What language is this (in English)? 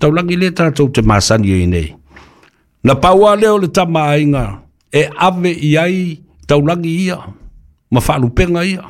Samoan